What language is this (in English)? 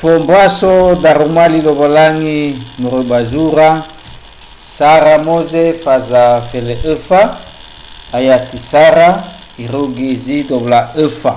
Nias